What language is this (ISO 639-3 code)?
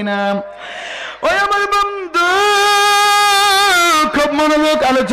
ben